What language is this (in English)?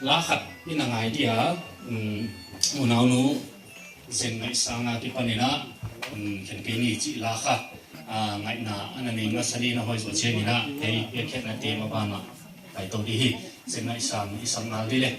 Paite Chin